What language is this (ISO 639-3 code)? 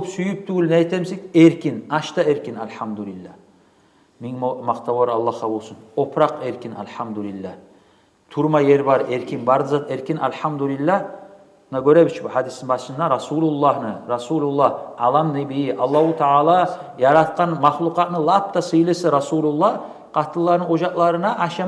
kum